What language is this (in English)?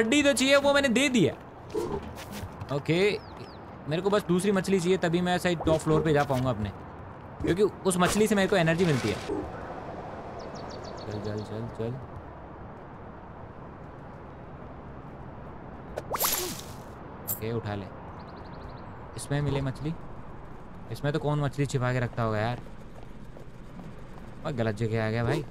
Hindi